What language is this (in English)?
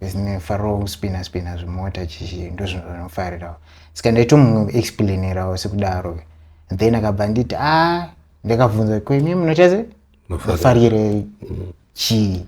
Shona